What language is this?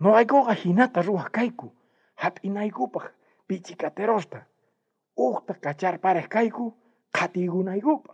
South Bolivian Quechua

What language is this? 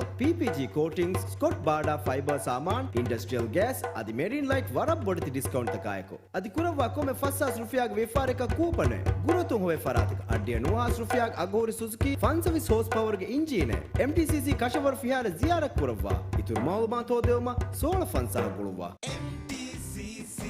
Divehi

